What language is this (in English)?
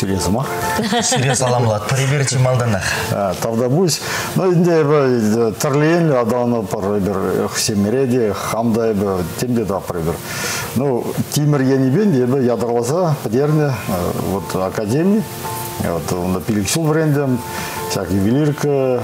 Chuvash